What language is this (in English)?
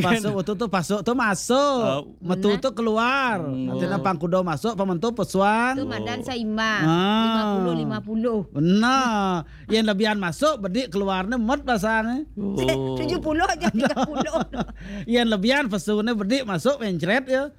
Balinese